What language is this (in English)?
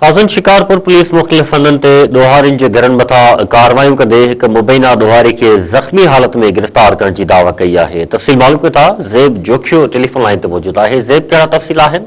Sindhi